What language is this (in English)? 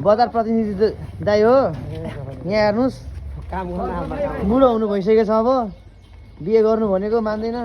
Nepali